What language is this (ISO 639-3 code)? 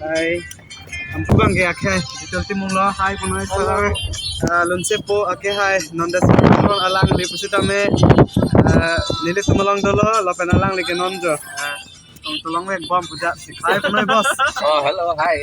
mjw